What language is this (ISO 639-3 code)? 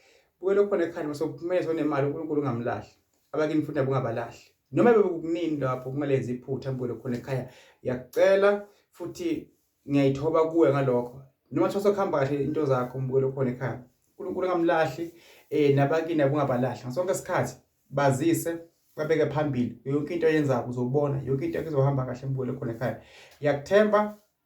zul